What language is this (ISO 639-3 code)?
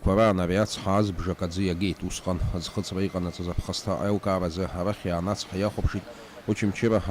abk